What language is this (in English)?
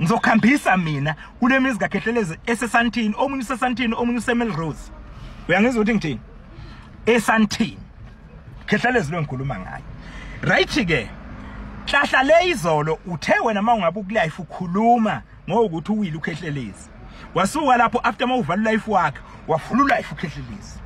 Zulu